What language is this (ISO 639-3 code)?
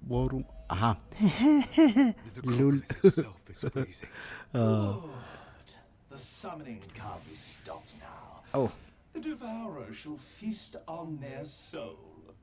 gsw